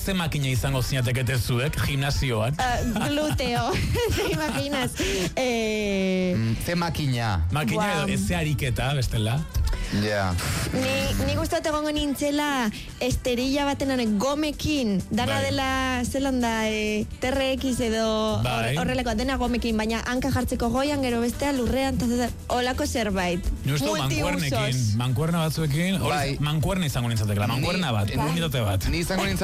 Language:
Basque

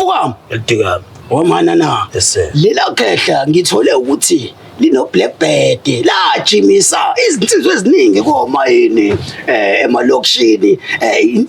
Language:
Zulu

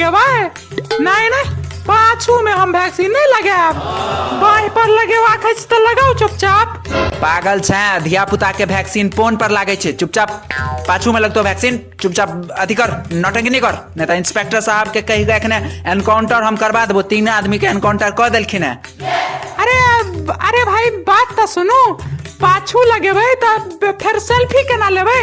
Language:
Maithili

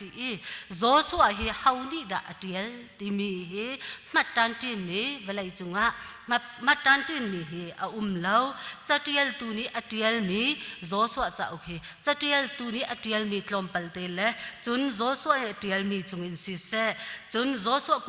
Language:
Hakha Chin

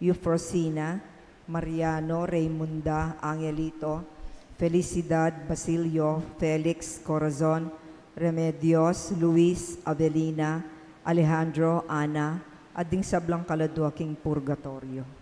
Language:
Pampanga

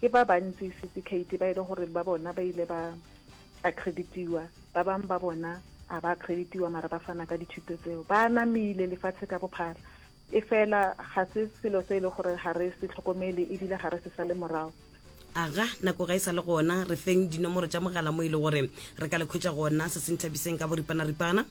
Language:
Northern Sotho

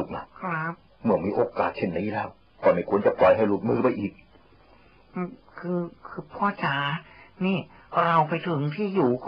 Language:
Thai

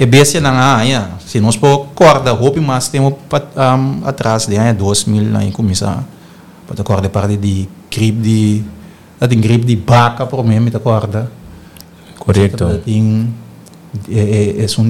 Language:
Papiamento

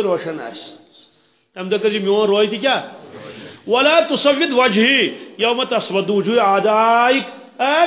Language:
Kashmiri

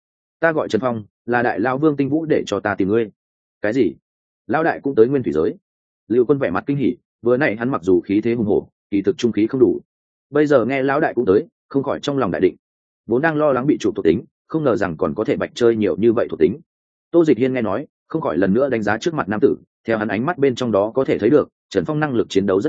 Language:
Vietnamese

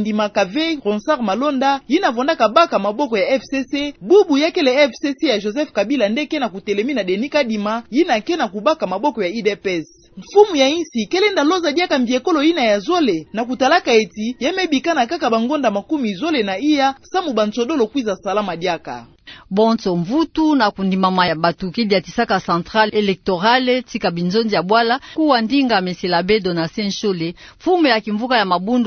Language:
Kituba (Democratic Republic of Congo)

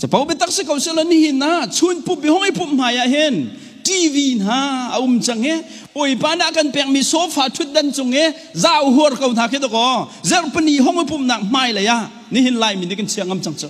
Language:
Hakha Chin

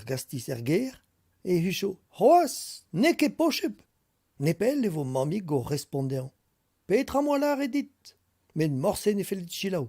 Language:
Breton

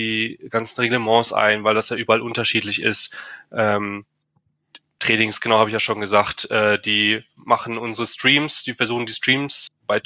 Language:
German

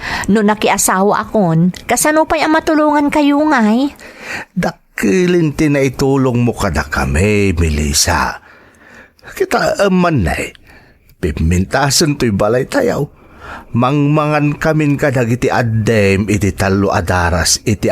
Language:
Iloko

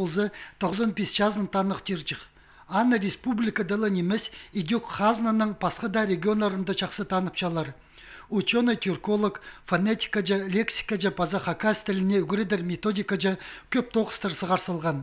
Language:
Khakas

